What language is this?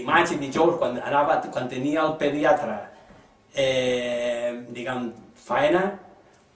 Catalan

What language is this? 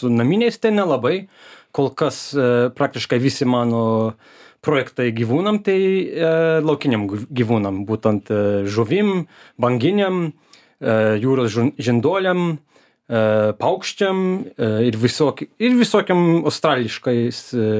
Lithuanian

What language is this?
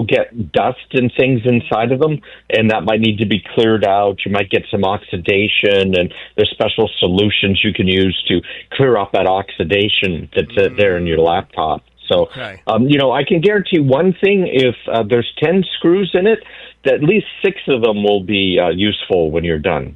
English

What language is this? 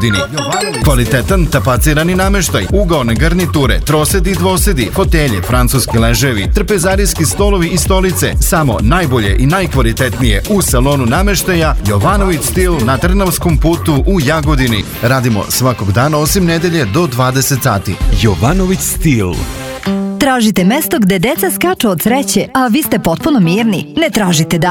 Serbian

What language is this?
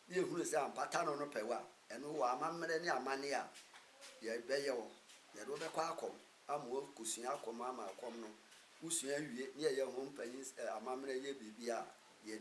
Akan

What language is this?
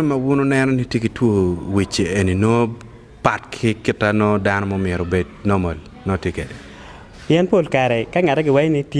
Acoli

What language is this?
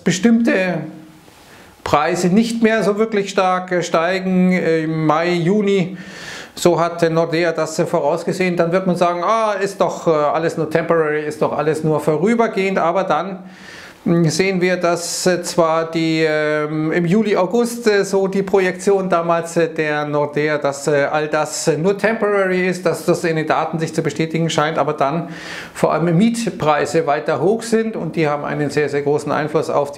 German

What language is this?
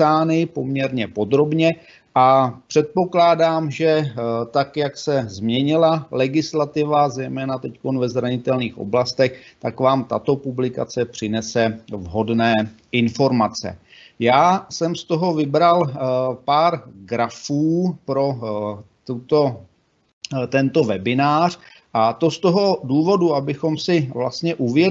Czech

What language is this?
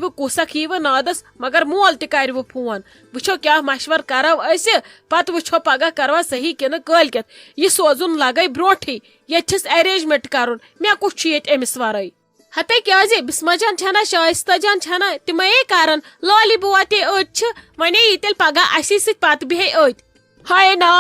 Kashmiri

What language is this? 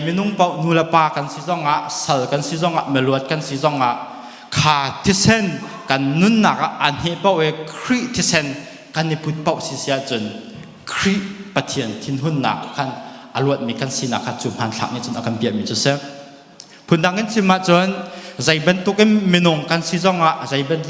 Hakha Chin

